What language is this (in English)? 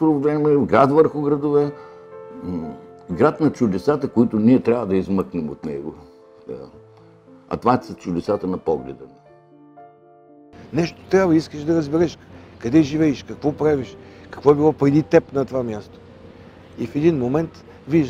Bulgarian